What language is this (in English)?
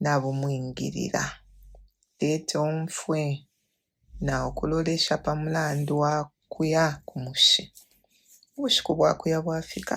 Bemba